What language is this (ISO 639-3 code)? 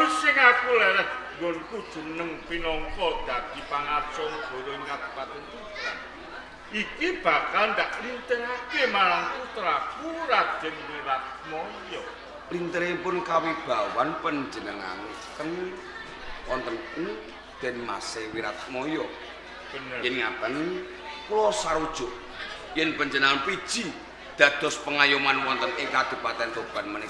jav